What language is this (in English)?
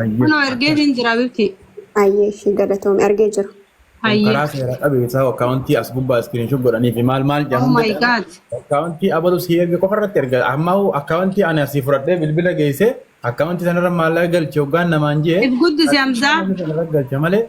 Oromo